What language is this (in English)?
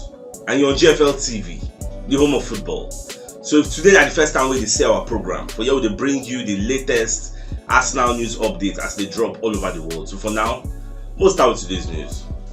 Nigerian Pidgin